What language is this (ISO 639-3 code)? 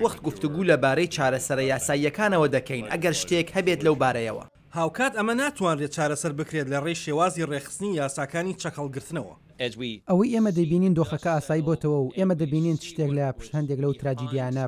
ckb